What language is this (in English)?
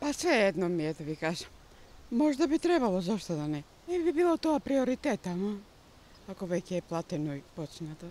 Macedonian